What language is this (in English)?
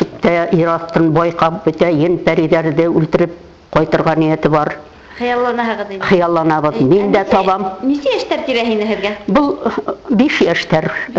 Bashkir